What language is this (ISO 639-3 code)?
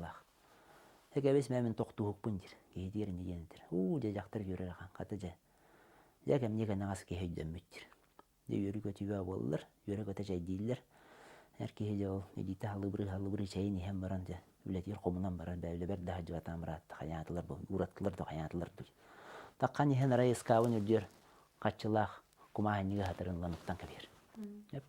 sah